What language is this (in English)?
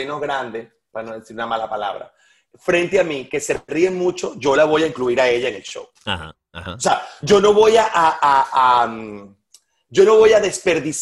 Spanish